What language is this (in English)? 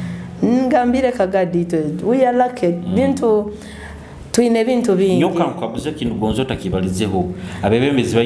Nyoro